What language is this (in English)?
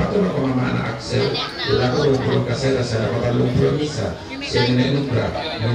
Toraja-Sa'dan